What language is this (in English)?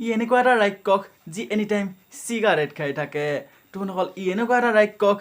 Assamese